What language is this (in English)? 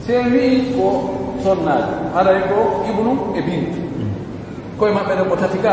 Pular